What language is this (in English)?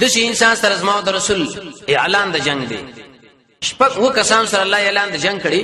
Pashto